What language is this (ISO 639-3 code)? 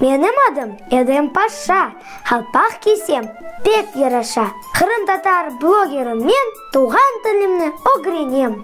crh